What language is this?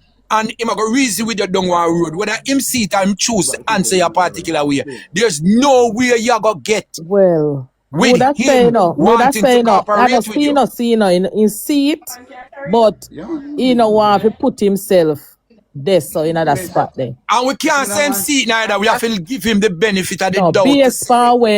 Jamaican Creole English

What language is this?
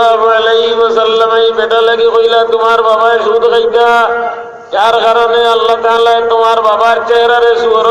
Sylheti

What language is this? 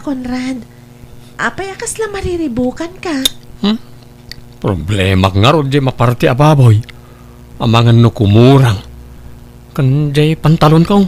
Iloko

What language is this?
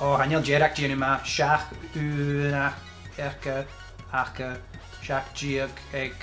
Scottish Gaelic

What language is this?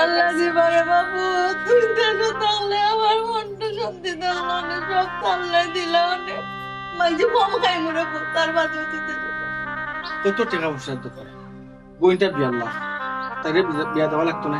Sylheti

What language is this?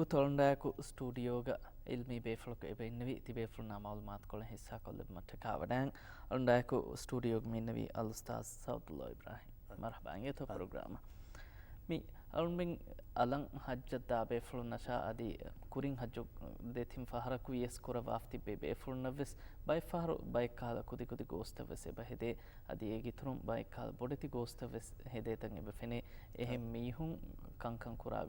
Divehi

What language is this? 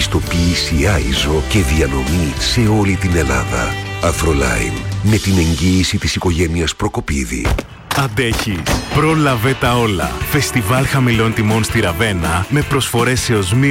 Greek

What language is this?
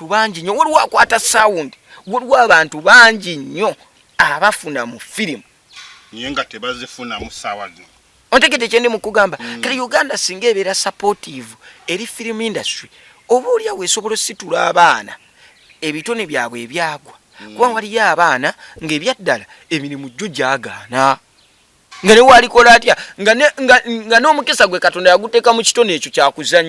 Ganda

